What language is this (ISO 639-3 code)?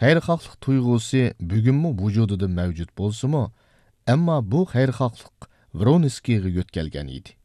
uig